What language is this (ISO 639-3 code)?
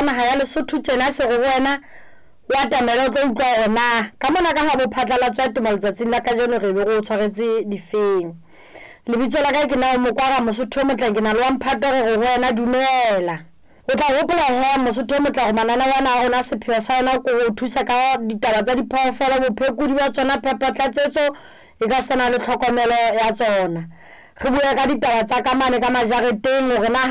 sot